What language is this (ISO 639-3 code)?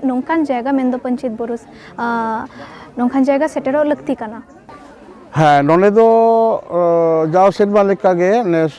sat